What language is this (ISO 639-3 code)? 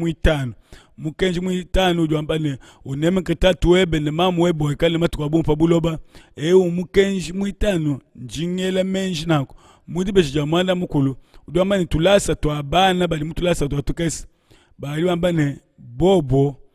lua